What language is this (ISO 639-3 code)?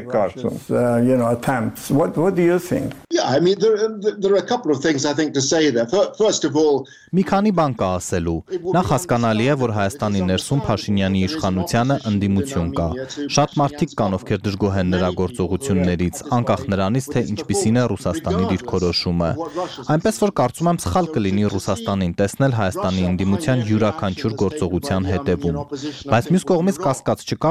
hye